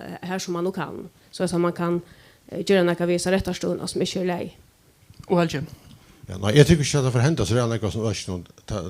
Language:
Faroese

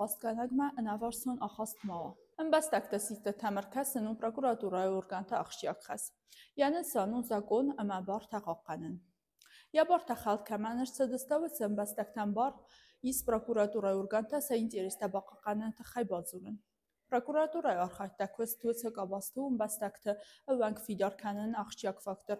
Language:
Ossetic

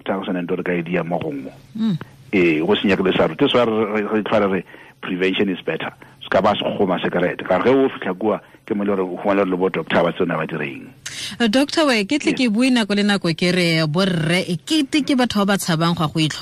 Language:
Tswana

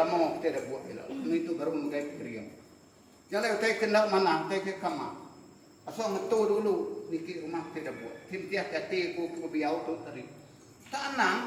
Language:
Iban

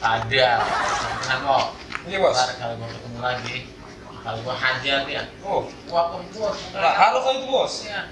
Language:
Betawi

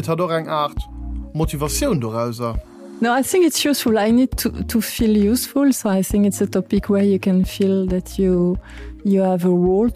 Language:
Luxembourgish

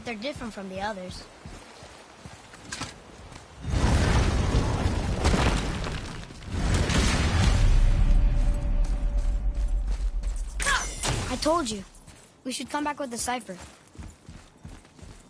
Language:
English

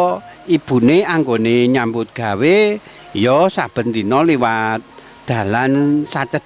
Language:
Javanese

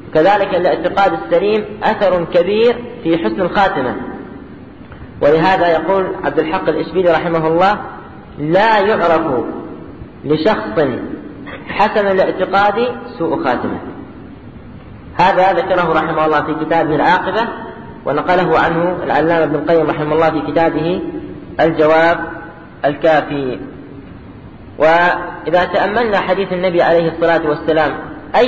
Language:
Arabic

